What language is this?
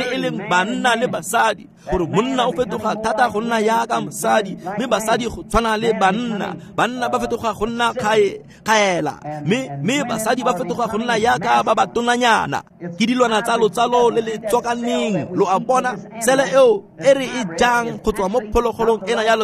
Tswana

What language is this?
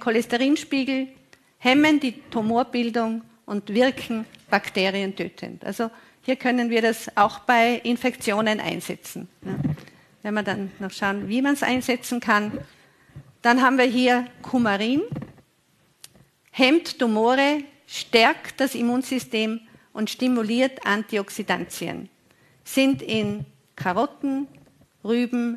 German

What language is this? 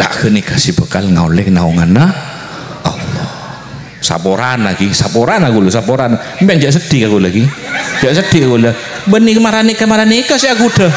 Madurese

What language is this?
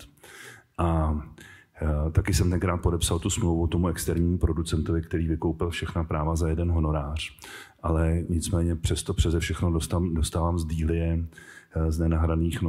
Czech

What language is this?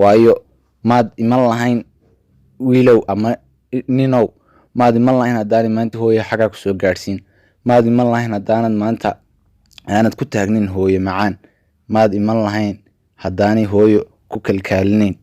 Somali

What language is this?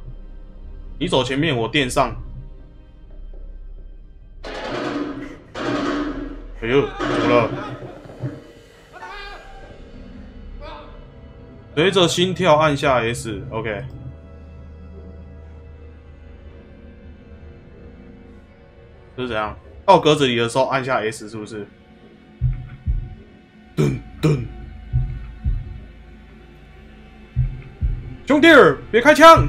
Chinese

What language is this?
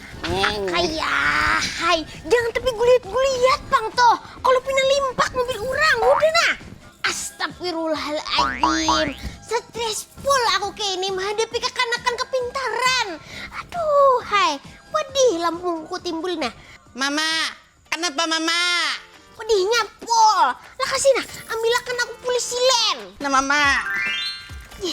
Banjar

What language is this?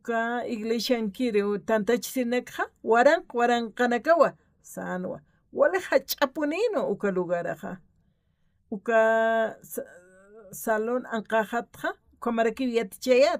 Aymara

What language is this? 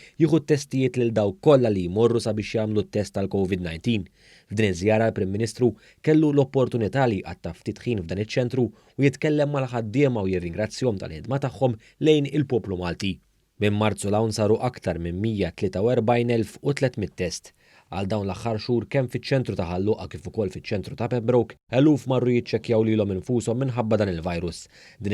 Maltese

